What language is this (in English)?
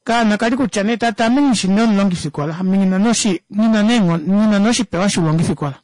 Kuanyama